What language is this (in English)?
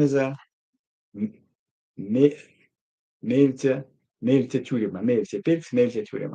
Erzya